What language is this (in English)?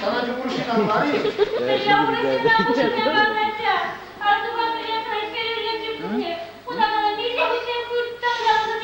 Chuvash